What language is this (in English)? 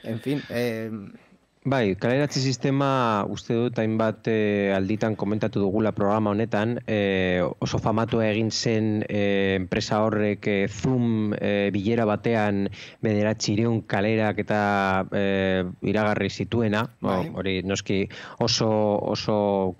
Basque